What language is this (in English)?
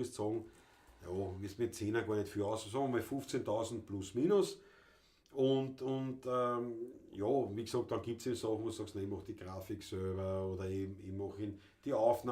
Bavarian